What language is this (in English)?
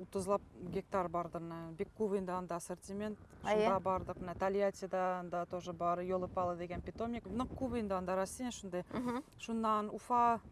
Bashkir